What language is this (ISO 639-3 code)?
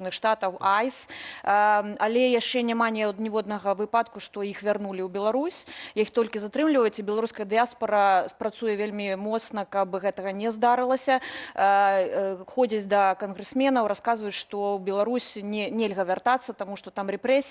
bel